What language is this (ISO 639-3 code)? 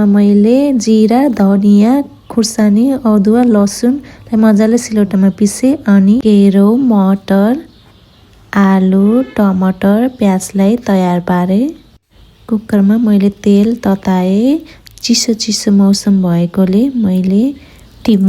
nep